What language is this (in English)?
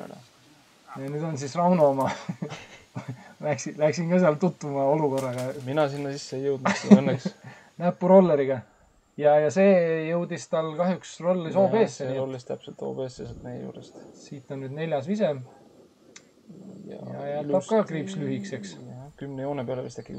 Estonian